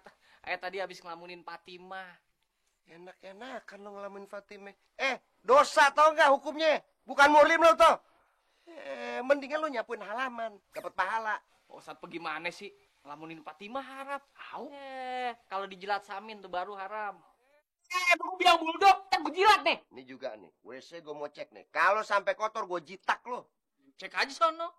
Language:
Betawi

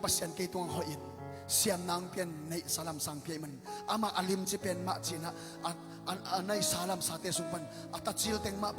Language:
Tedim Chin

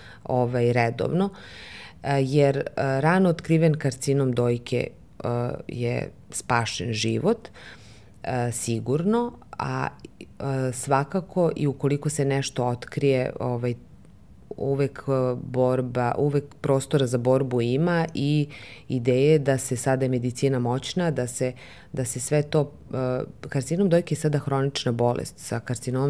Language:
Serbian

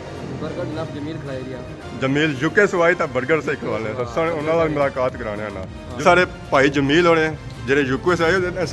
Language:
Pahari-Potwari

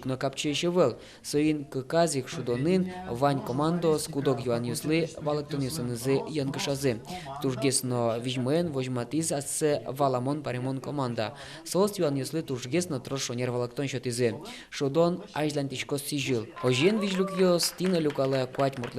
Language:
Udmurt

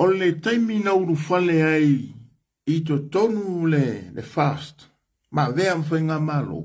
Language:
Samoan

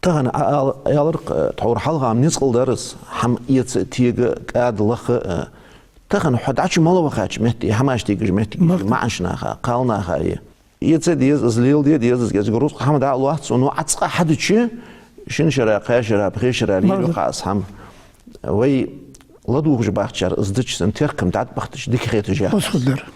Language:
Ingush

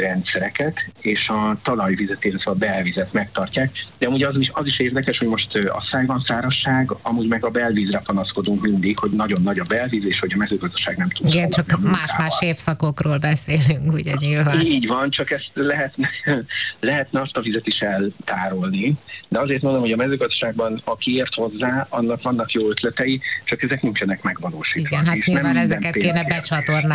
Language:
Hungarian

